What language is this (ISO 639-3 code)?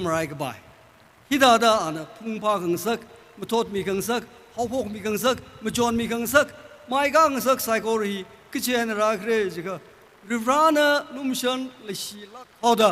nmf